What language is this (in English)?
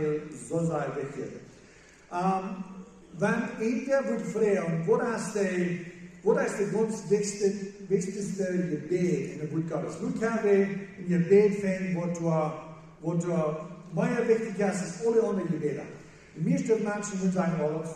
Plautdietsch